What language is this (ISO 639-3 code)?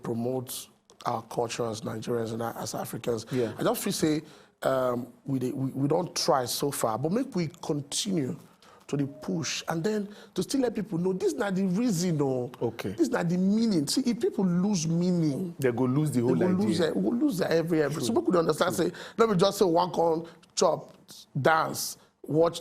pcm